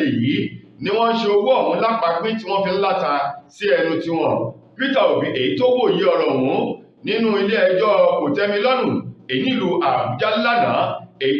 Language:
Yoruba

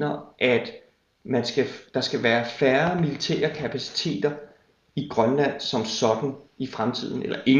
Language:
Danish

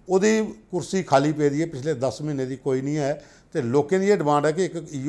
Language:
Dogri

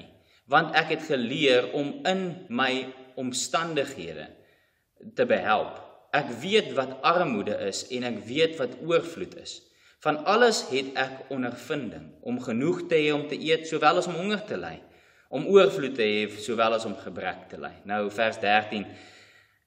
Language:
Afrikaans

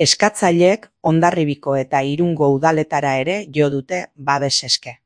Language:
Basque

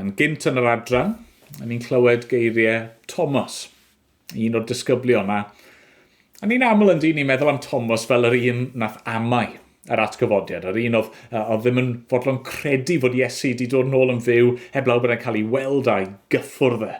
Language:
Welsh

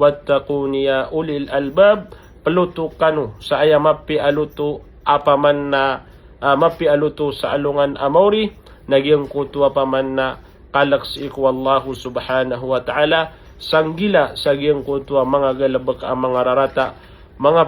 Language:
Maranao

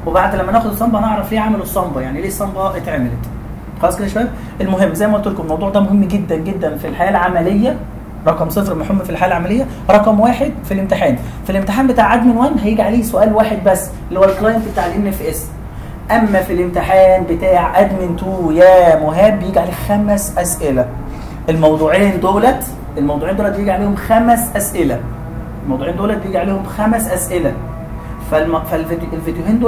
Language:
Egyptian Arabic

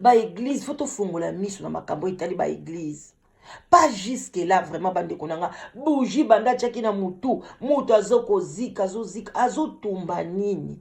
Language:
Lingala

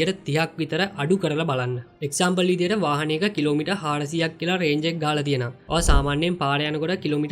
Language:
Sinhala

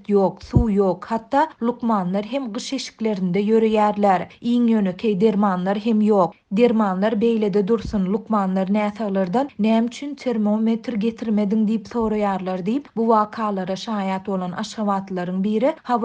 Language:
Turkmen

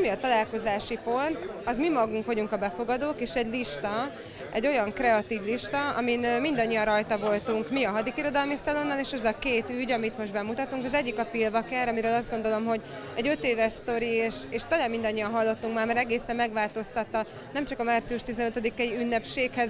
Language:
Hungarian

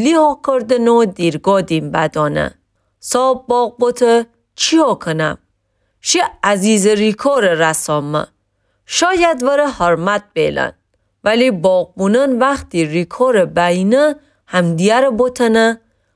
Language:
Gilaki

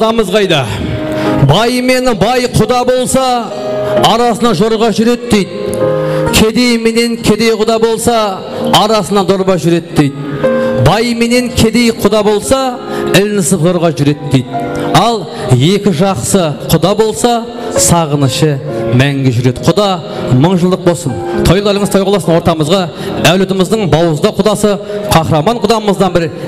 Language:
Kara-Kalpak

